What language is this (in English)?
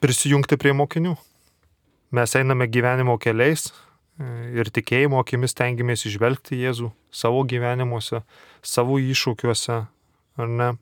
Lithuanian